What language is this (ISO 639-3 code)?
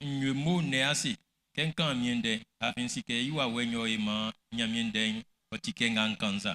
bci